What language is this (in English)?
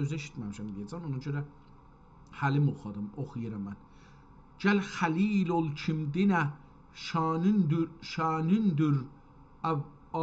South Azerbaijani